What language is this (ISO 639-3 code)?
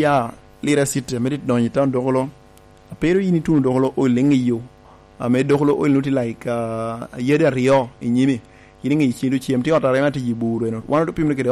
laj